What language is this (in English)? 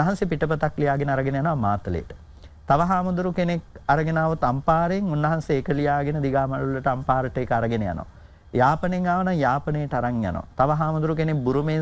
Sinhala